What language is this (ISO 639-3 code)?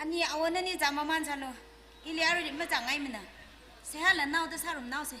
nmf